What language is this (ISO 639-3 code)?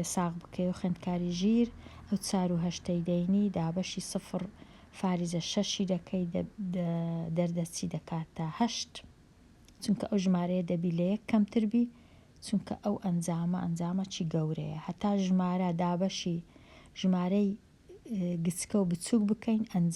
ckb